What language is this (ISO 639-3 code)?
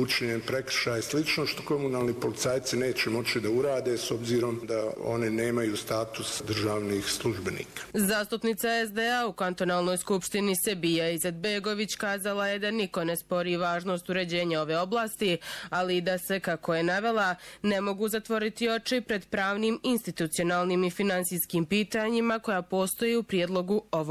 bos